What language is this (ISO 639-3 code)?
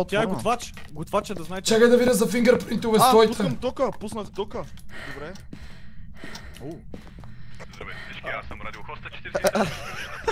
bul